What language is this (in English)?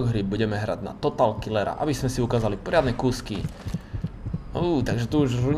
Slovak